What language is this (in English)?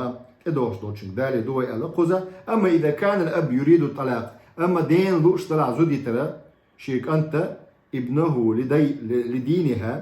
Chechen